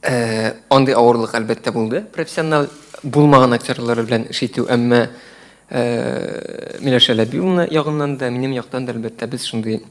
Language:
Tatar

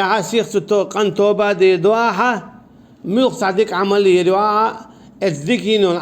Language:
Chechen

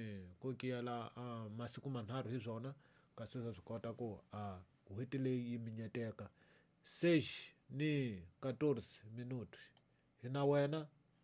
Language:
Tsonga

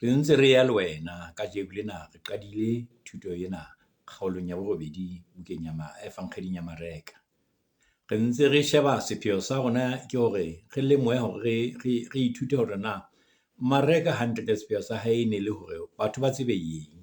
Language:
Southern Sotho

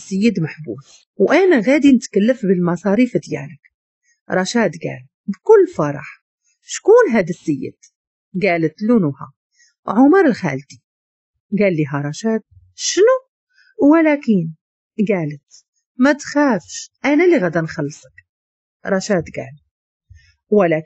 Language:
Moroccan Arabic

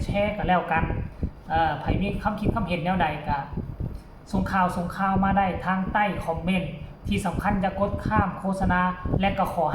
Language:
Northeastern Thai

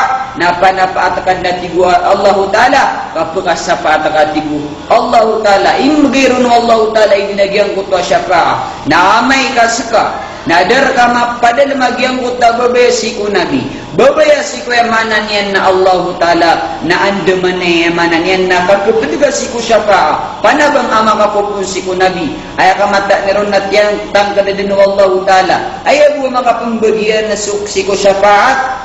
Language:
Maranao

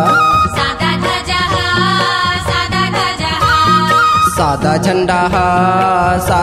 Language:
Chhattisgarhi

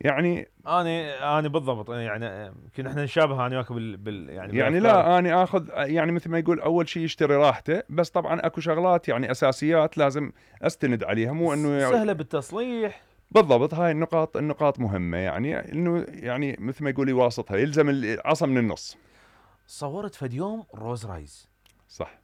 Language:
Mesopotamian Arabic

